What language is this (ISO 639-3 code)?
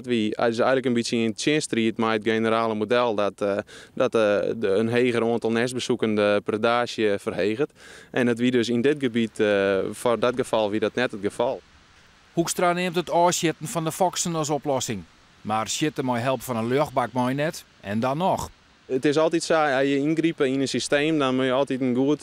fry